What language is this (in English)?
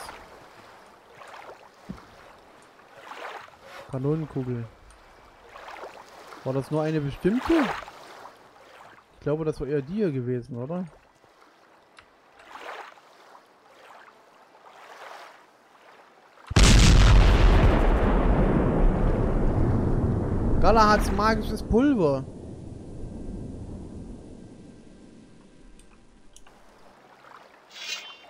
German